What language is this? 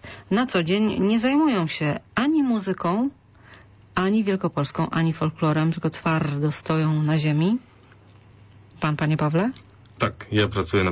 Polish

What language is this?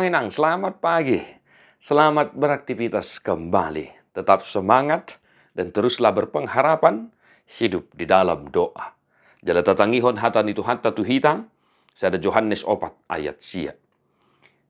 Batak Toba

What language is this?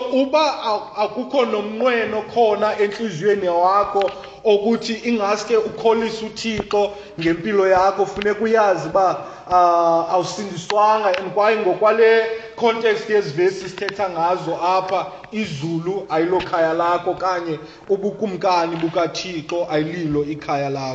Xhosa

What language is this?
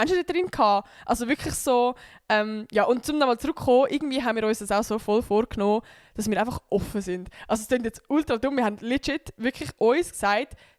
Swiss German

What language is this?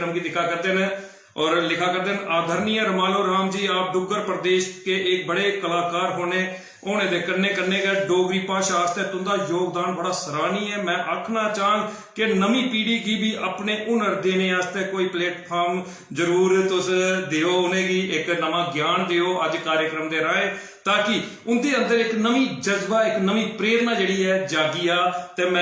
Dogri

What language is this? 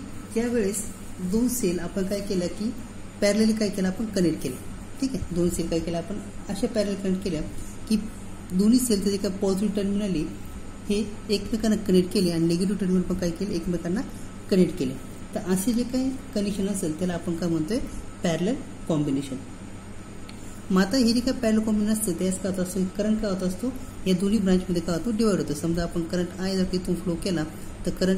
Marathi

